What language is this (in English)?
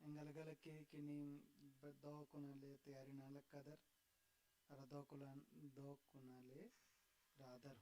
Kurukh